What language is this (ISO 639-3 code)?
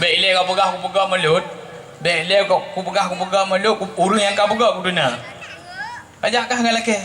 ace